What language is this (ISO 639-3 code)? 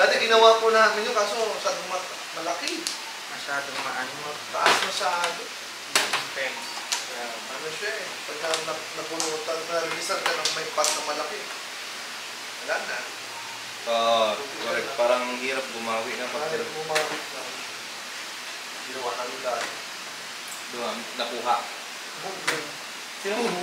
fil